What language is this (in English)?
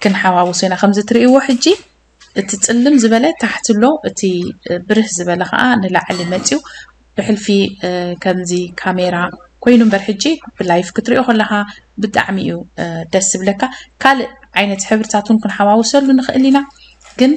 Tigrinya